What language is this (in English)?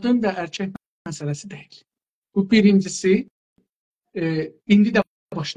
South Azerbaijani